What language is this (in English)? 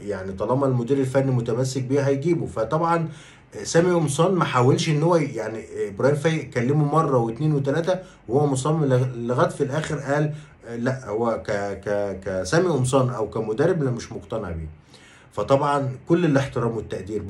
Egyptian Arabic